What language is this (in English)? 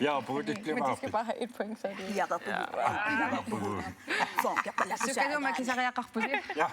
Kalaallisut